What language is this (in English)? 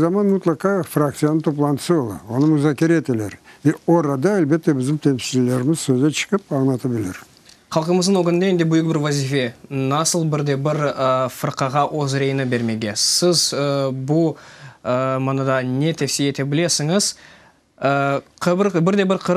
Crimean Tatar